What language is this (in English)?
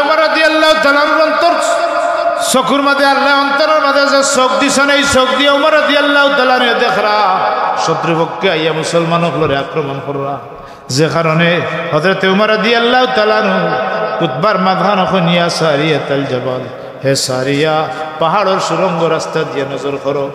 Sylheti